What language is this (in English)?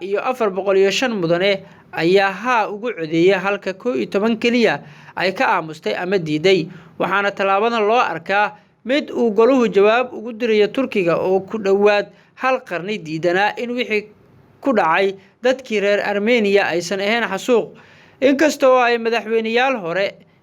Somali